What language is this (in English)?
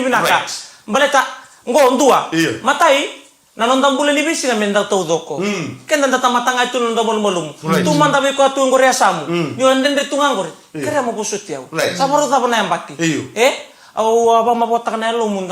Fijian